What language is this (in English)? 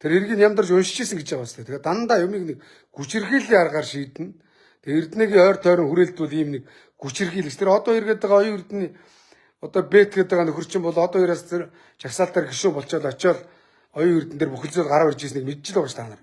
Mongolian